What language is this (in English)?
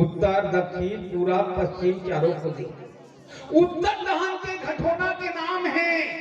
Chhattisgarhi